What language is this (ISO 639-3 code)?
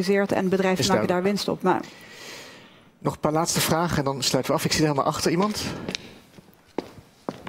nld